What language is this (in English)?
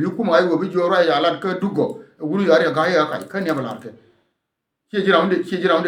Nuer